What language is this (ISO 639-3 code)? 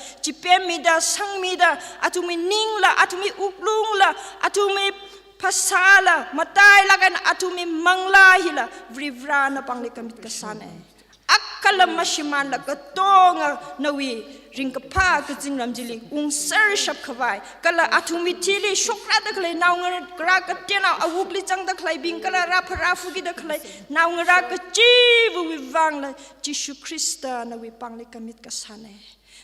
nmf